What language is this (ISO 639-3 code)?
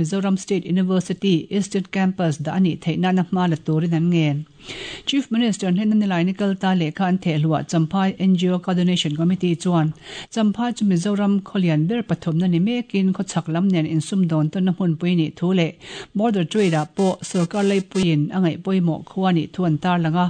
lus